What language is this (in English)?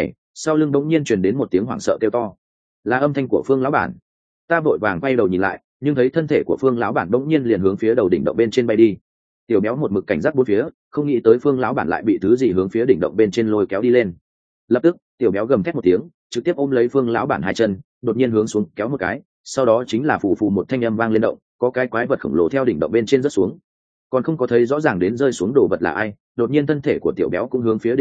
Vietnamese